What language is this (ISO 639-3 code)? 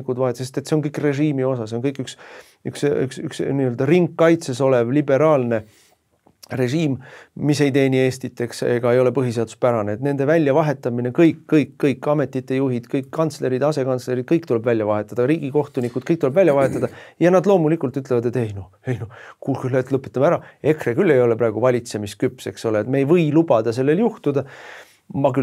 est